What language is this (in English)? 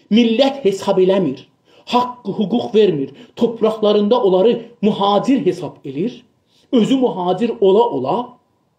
South Azerbaijani